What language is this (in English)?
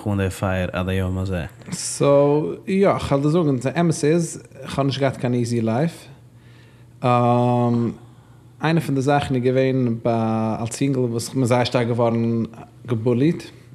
Yiddish